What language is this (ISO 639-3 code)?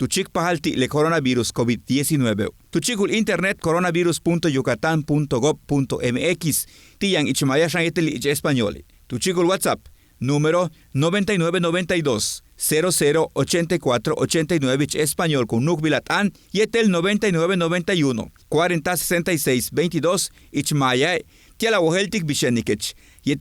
yua